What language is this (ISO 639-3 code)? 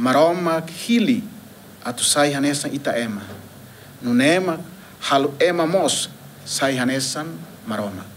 tet